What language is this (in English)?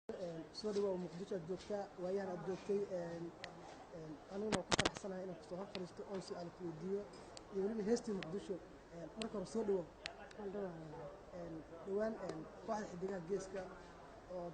Somali